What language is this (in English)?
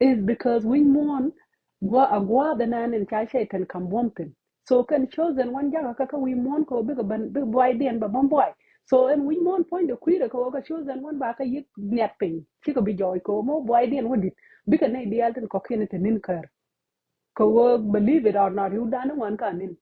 Nuer